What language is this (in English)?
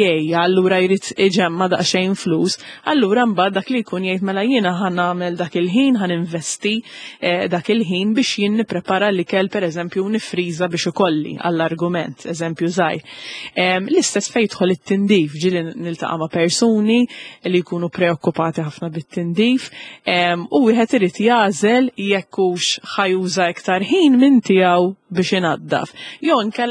Maltese